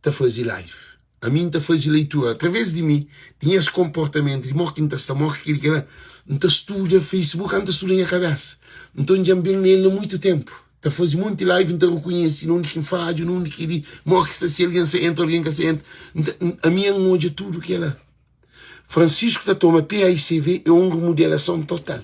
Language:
Kabuverdianu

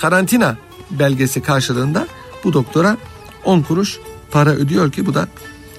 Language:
Turkish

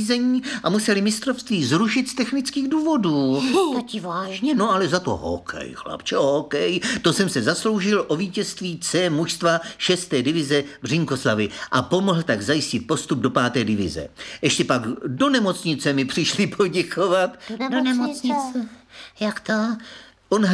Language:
Czech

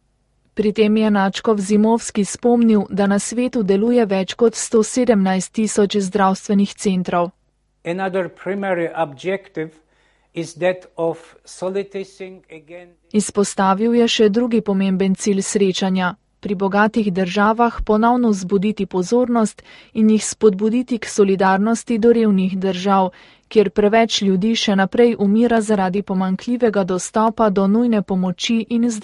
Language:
Slovenian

